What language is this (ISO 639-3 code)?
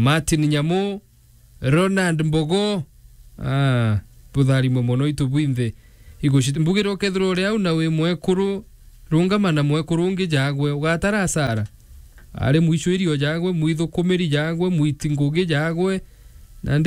mer